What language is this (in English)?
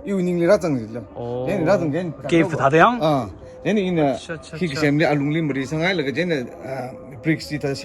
Tangkhul Naga (India)